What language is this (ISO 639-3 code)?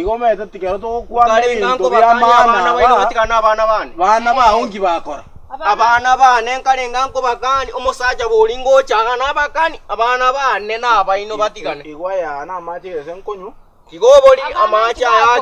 guz